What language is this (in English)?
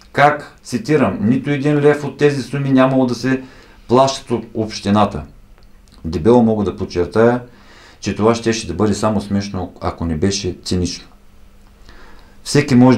Bulgarian